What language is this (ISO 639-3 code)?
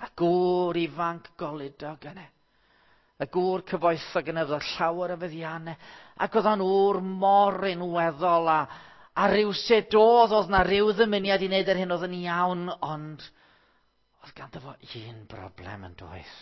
cym